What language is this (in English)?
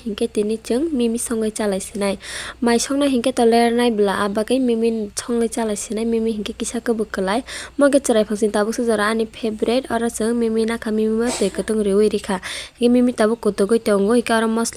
Kok Borok